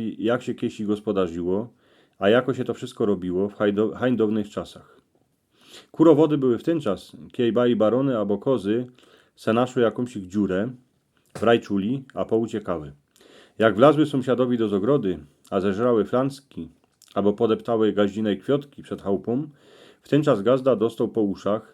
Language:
Silesian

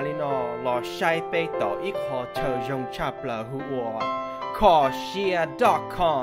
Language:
Hmong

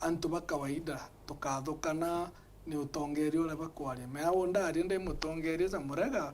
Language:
Meru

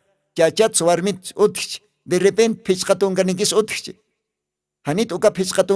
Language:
Aymara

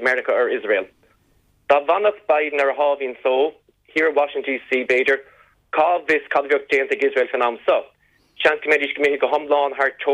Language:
Irish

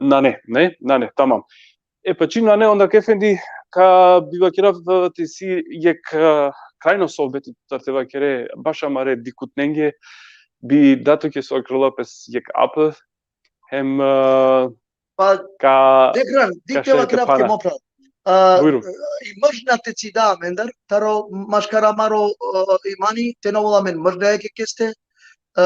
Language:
Balkan Romani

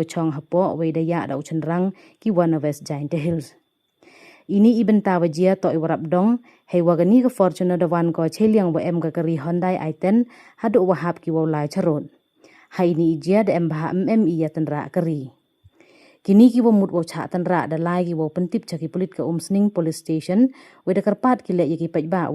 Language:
Pnar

